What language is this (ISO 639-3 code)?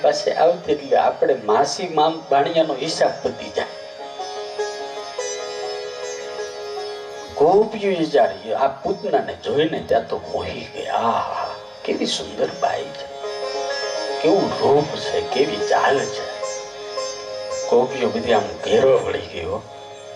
guj